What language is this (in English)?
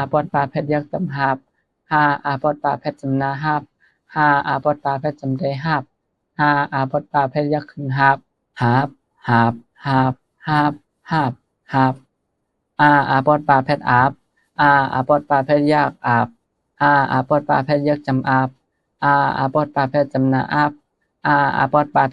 Shan